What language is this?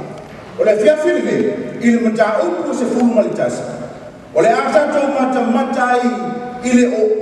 Samoan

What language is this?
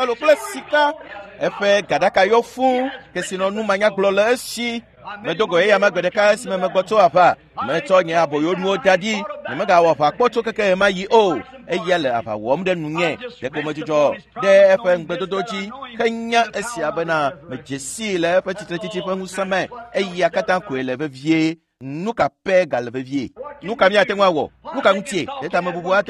Ewe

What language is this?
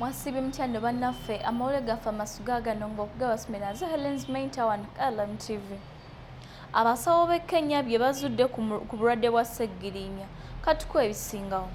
Ganda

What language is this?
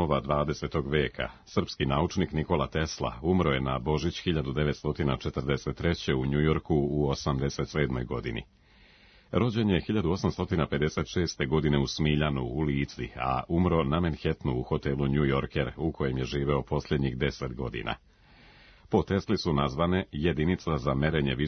Serbian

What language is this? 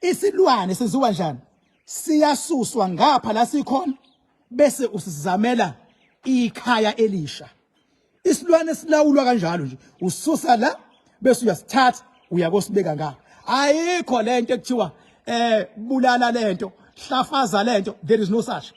Zulu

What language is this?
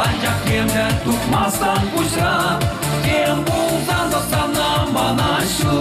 Chuvash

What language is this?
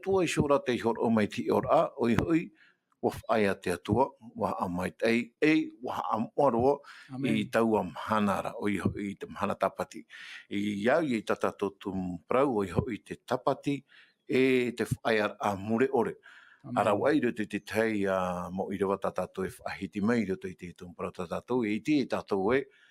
Tahitian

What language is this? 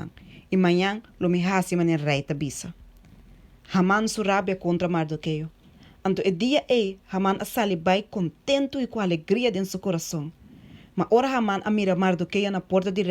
Papiamento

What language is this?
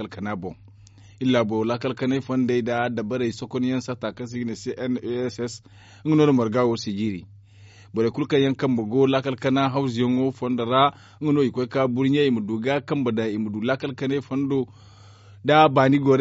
Zarma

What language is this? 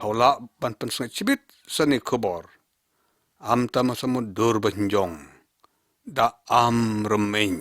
Lyngngam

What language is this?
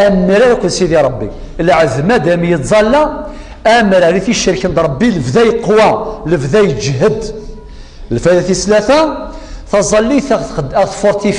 Kabyle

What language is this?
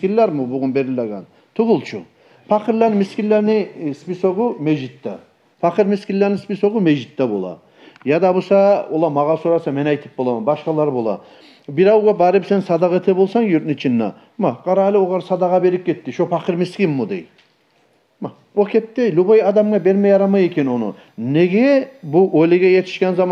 Kumyk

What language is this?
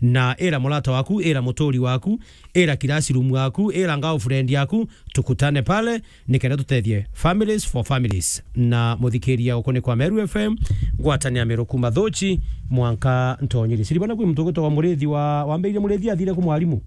Meru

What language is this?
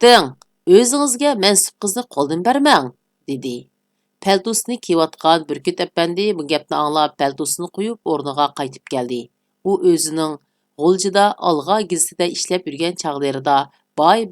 Uyghur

